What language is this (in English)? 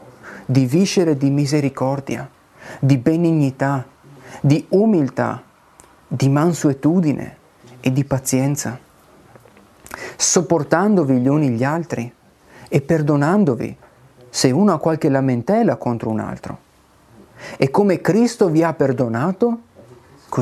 Italian